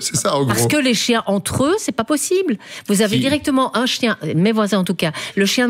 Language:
French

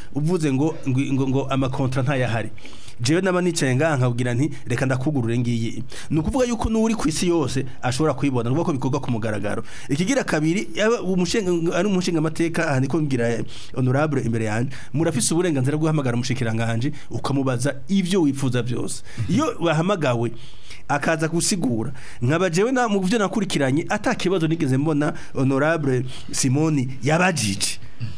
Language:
Rundi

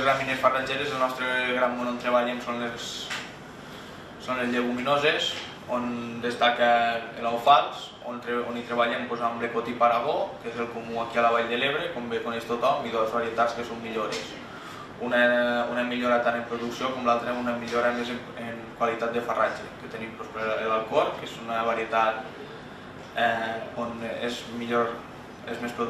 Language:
Catalan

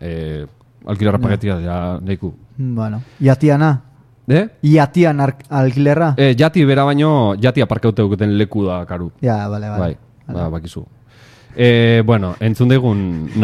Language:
Basque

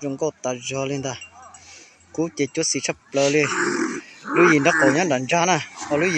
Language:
Hmong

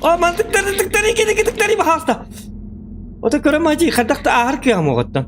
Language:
Yakut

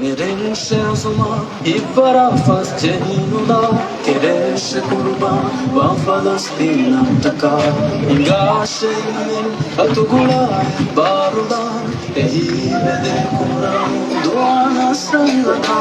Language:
Divehi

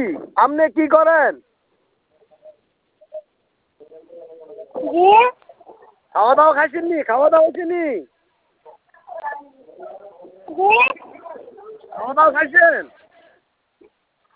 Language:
Bangla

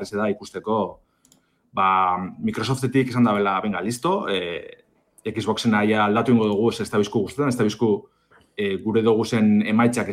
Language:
Basque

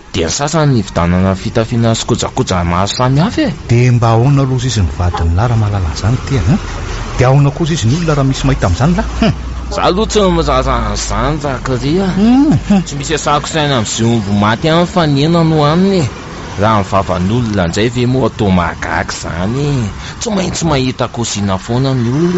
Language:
Malagasy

